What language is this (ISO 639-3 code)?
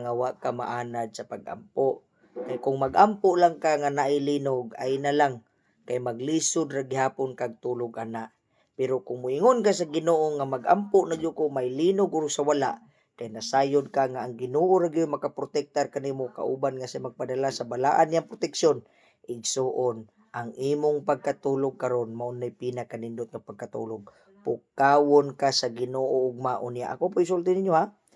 ceb